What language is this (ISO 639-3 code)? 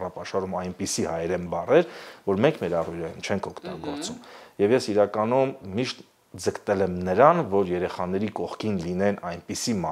hye